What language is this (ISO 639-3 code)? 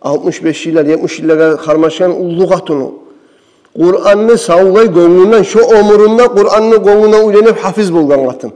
kum